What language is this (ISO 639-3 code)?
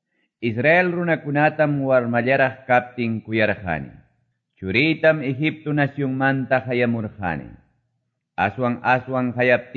que